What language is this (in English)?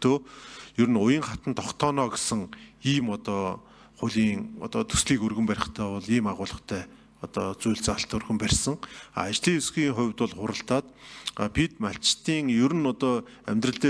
Mongolian